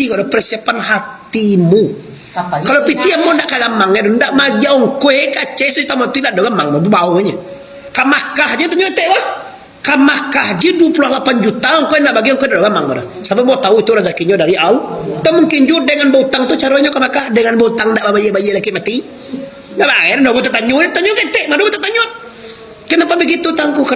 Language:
Minangkabau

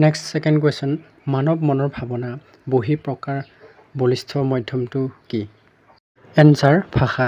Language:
Assamese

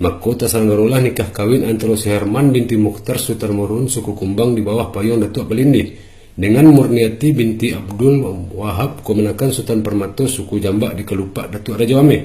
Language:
Minangkabau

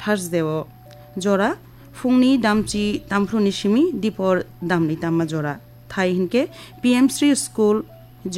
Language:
Kok Borok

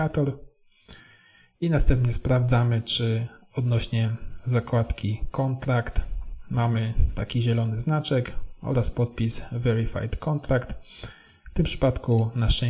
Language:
Polish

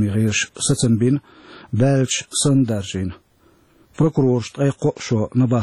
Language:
Chechen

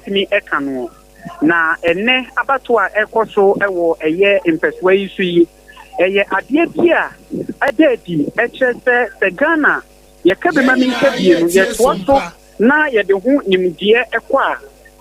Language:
Akan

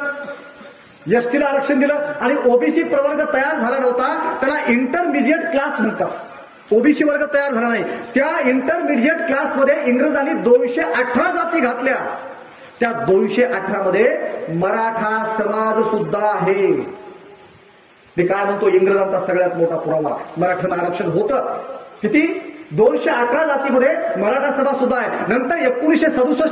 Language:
Marathi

